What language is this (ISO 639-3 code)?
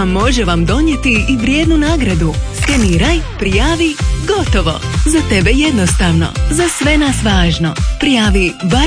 hrv